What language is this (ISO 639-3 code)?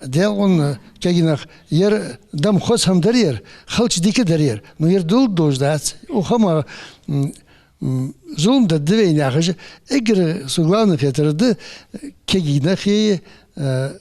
inh